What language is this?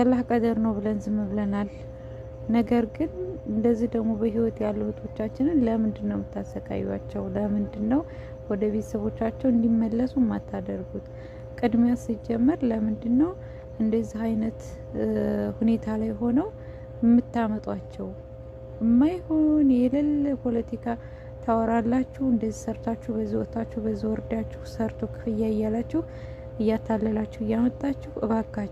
Amharic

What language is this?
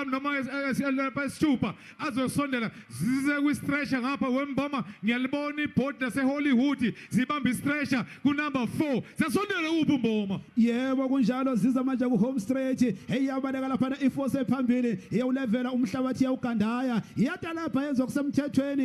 Zulu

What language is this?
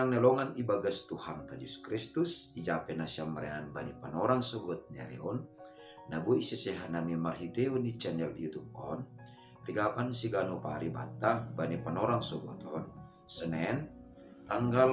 Batak Simalungun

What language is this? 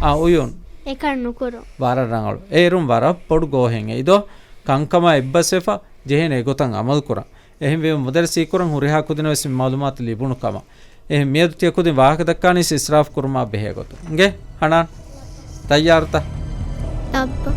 Divehi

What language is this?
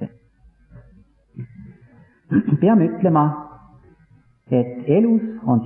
Estonian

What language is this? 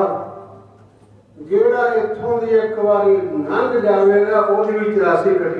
Punjabi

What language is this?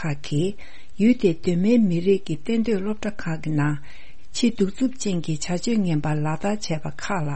Tibetan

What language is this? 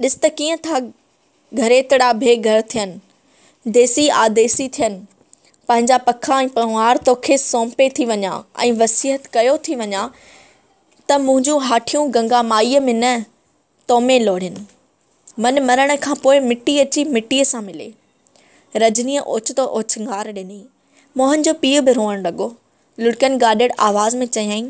Sindhi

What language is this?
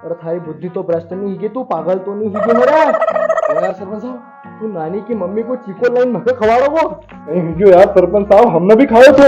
Rajasthani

